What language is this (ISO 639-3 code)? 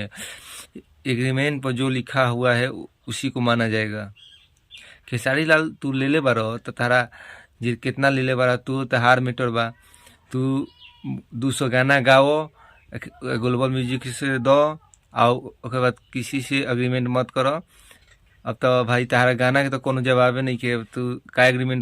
bho